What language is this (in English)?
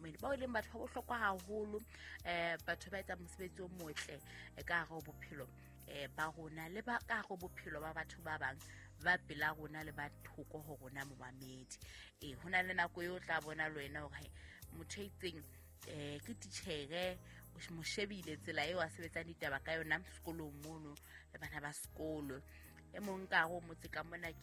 Southern Sotho